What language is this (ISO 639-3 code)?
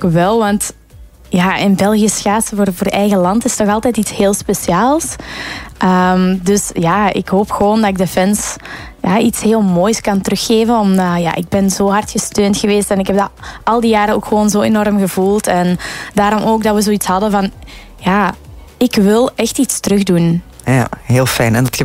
nld